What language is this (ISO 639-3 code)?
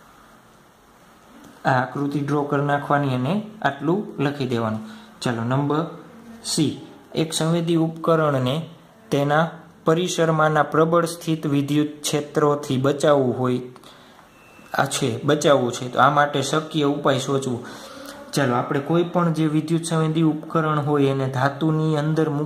guj